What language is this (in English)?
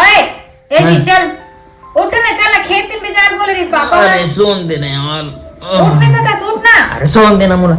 Chhattisgarhi